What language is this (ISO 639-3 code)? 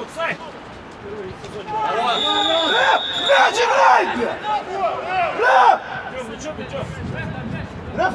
rus